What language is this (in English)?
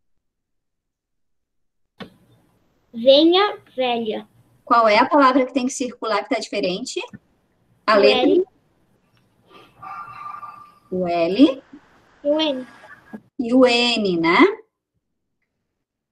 Portuguese